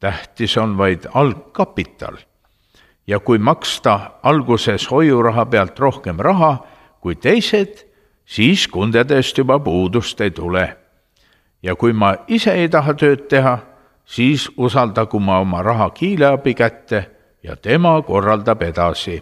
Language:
Estonian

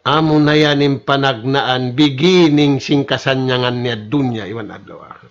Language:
Tausug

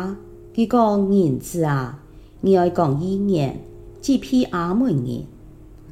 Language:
Hakka Chinese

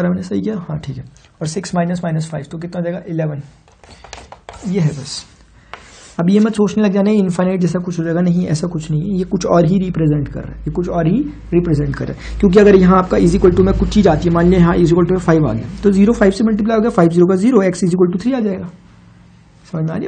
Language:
Hindi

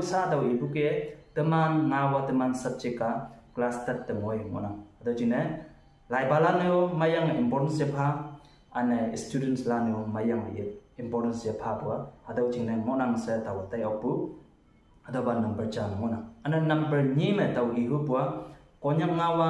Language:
Konyak Naga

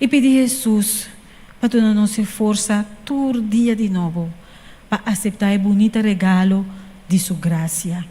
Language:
Papiamento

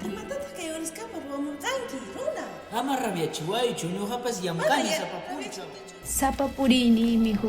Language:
Ayacucho Quechua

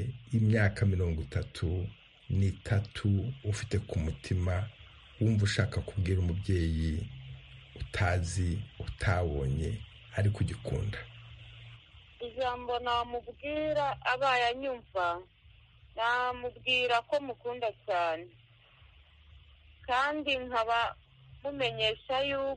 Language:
Kinyarwanda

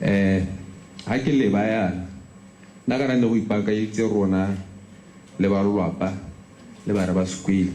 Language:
Tswana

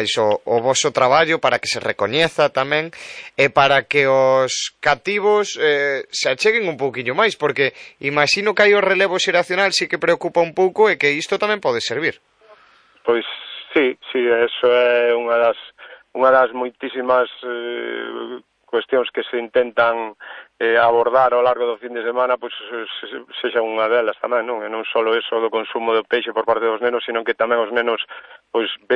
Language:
Galician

